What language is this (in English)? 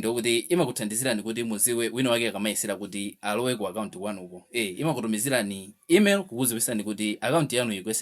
Nyanja